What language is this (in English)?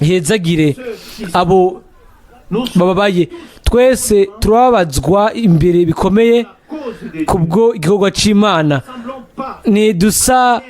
Rundi